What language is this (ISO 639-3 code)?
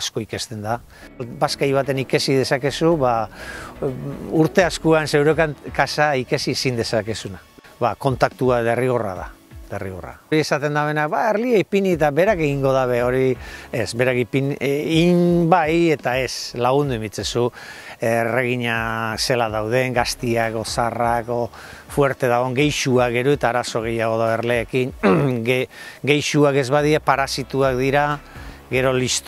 eus